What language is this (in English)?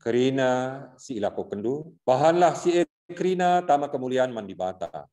Batak Karo